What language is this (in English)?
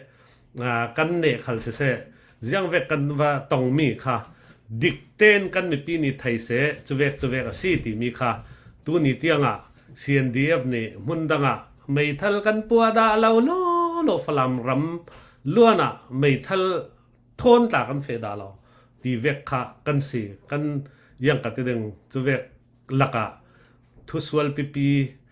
Falam Chin